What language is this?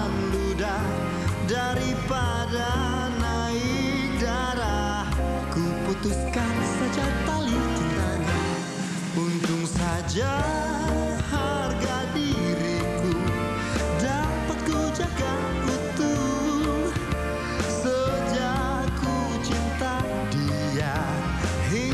Indonesian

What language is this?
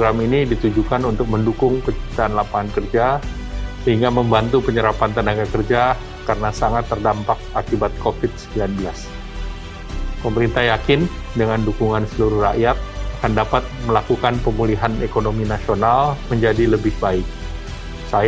Indonesian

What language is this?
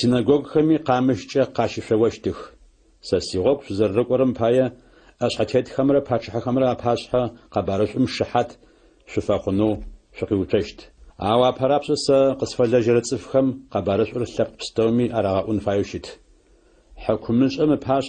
Adyghe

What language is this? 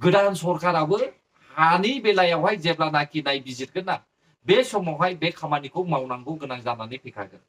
Bodo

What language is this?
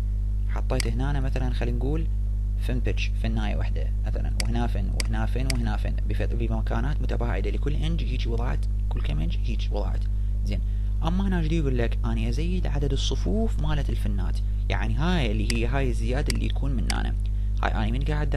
Arabic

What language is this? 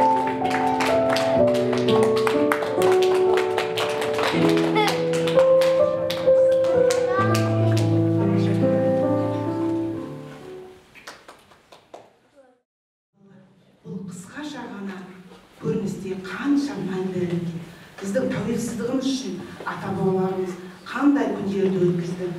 Kazakh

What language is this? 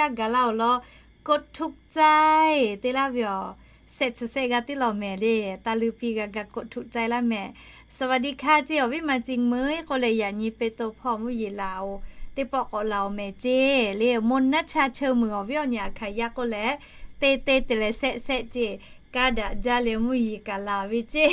Lahu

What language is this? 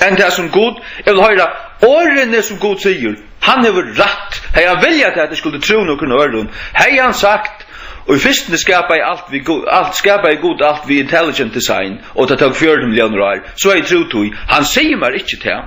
Faroese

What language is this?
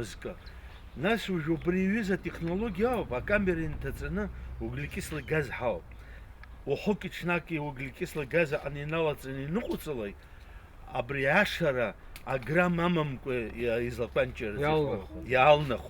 Abkhazian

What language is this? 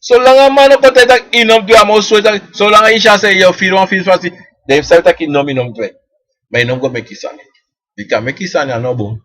Sranan Tongo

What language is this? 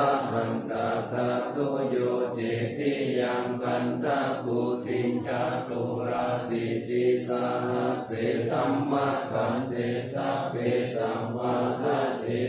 Pali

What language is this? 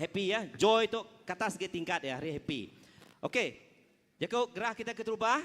Iban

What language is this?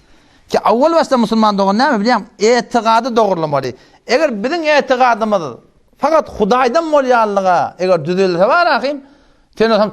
Turkmen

